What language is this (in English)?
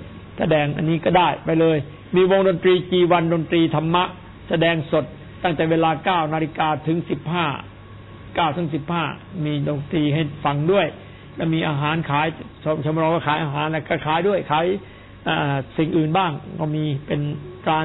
Thai